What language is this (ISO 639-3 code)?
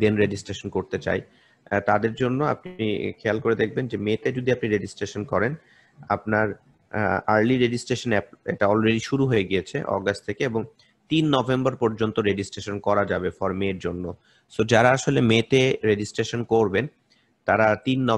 ben